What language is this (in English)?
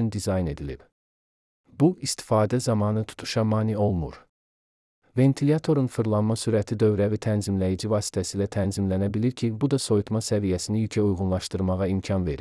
Azerbaijani